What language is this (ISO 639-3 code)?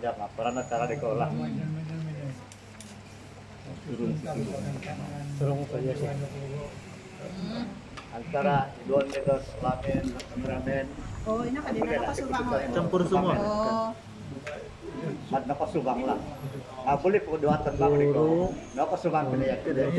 ind